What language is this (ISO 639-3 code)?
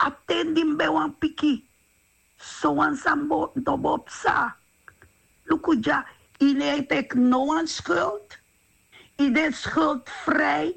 srn